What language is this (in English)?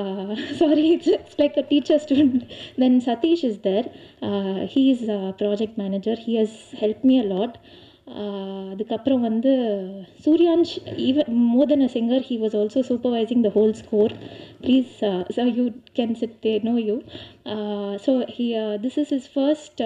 Tamil